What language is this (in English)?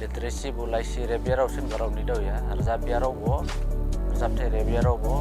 Dimasa